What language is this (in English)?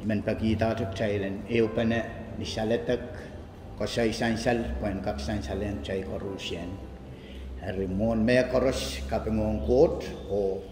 Pohnpeian